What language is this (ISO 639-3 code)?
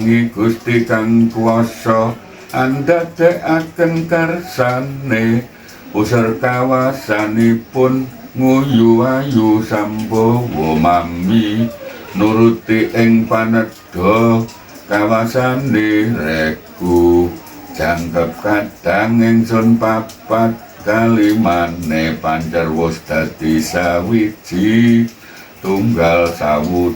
jav